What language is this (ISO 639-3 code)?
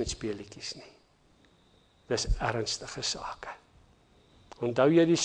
afr